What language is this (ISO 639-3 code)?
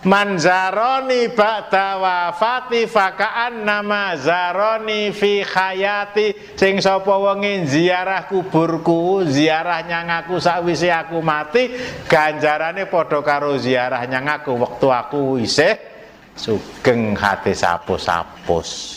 jav